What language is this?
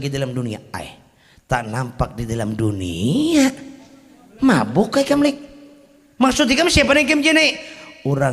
Banjar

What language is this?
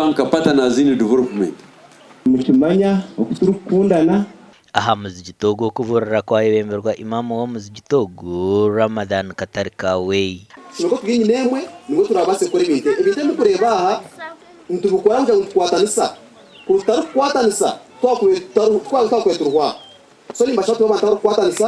Nyankole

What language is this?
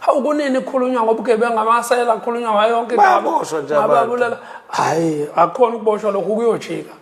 Zulu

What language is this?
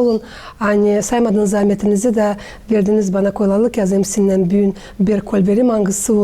Gagauz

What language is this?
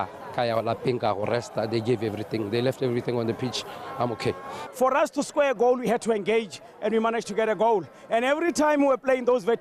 Tswana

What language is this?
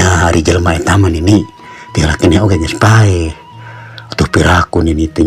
Sundanese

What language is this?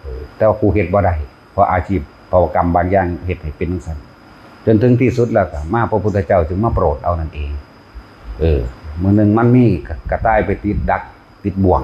Northeastern Thai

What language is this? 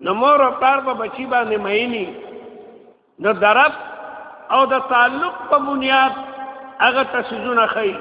Pashto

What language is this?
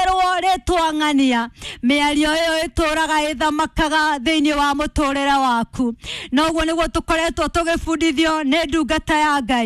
Kikuyu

